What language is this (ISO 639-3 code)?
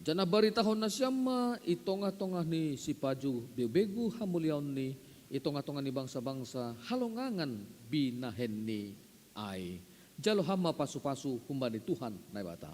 bts